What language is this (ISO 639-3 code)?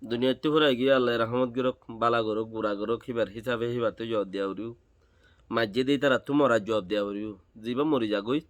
rhg